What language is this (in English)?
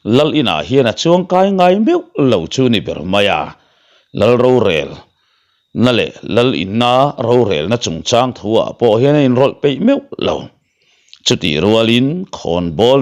Mizo